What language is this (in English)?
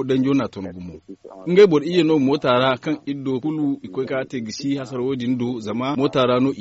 Zarma